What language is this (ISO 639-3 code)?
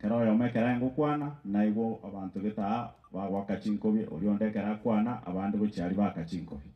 guz